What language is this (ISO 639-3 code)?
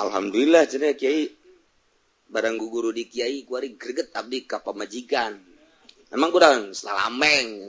sun